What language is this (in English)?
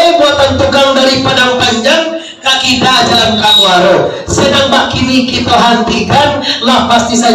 Minangkabau